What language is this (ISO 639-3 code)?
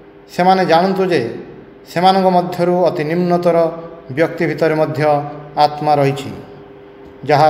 ori